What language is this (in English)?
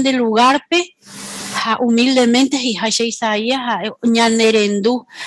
Guarani